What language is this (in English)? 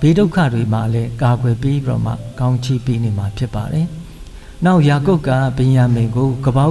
Burmese